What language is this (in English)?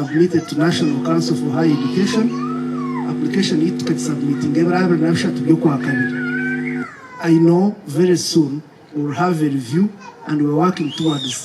Nyankole